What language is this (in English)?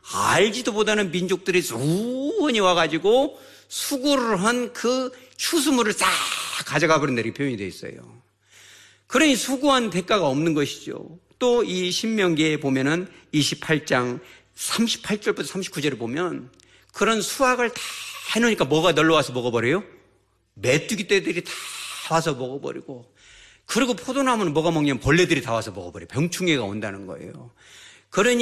Korean